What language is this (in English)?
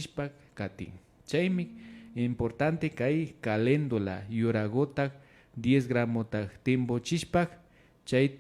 Imbabura Highland Quichua